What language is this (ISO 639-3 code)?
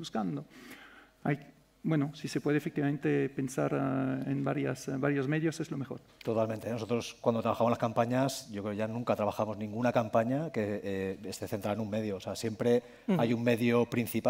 spa